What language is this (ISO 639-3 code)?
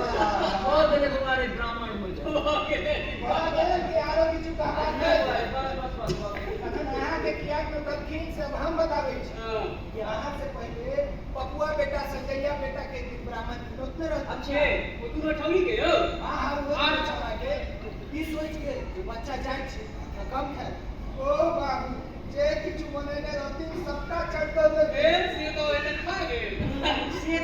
mai